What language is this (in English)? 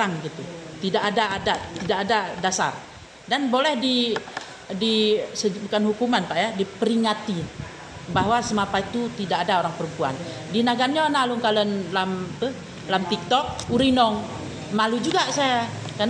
Achinese